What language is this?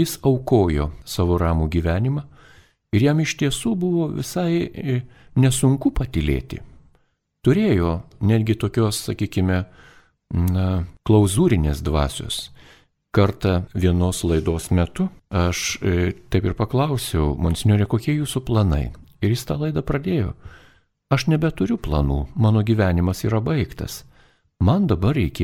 Lithuanian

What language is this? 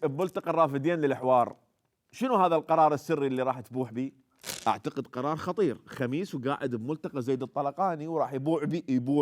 Mesopotamian Arabic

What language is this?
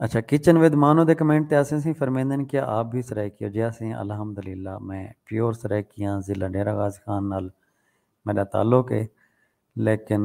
Saraiki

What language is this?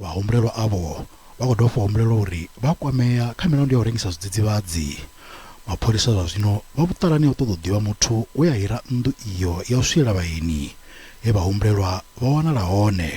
Venda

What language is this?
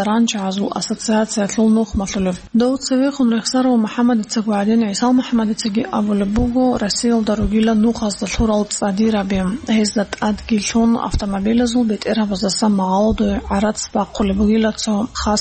Avaric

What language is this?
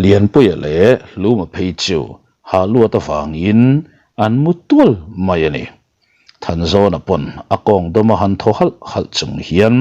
Mizo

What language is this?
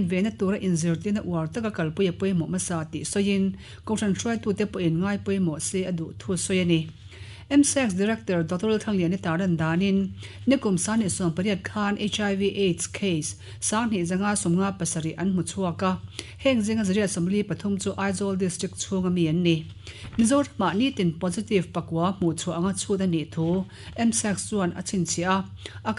Mizo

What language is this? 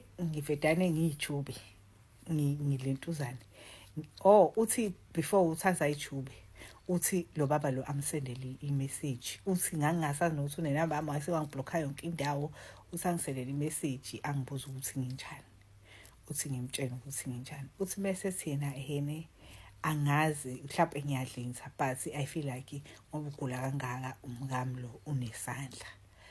Zulu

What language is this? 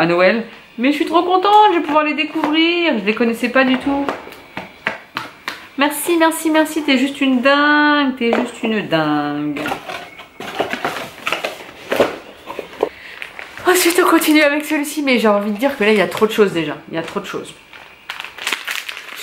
French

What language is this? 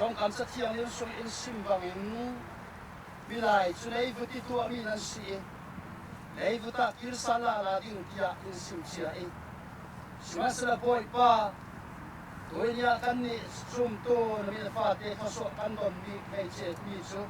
Falam Chin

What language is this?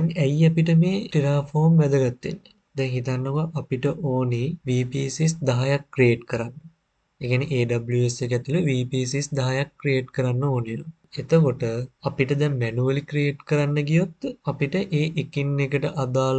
Sinhala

